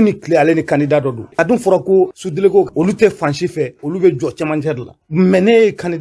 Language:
Bambara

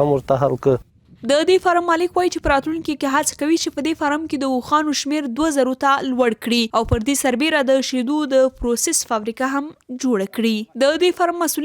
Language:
Pashto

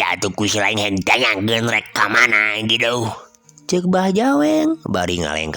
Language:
Sundanese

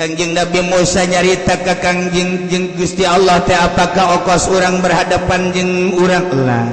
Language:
Sundanese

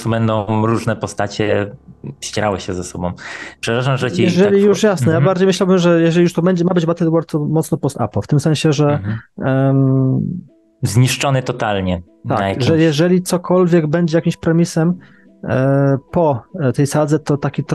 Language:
Polish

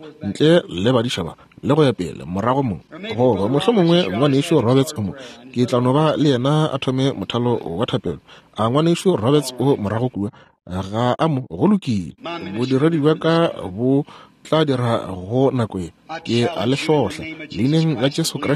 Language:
Northern Sotho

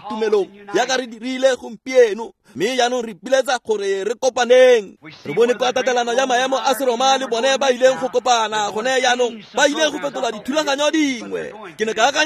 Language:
Tswana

